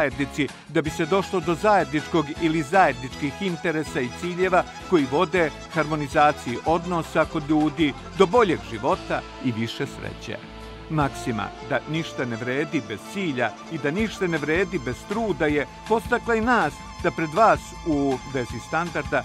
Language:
Serbian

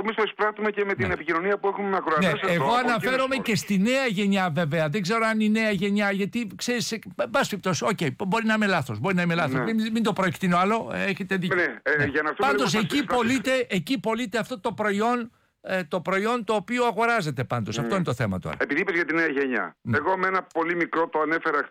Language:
Greek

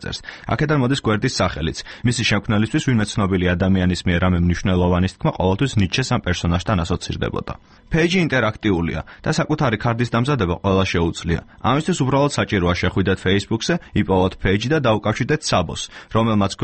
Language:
Georgian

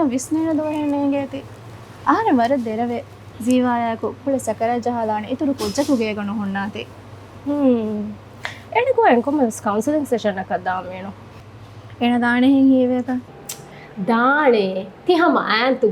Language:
Divehi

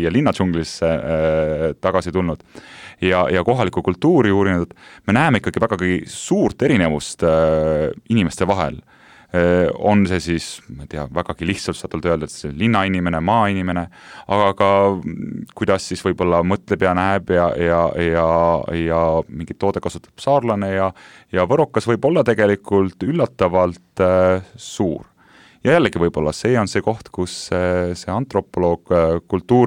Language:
Estonian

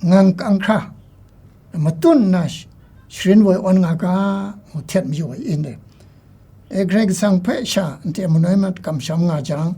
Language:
Kachin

